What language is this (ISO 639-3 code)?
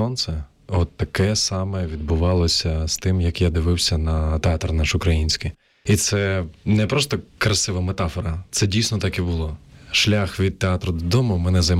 ukr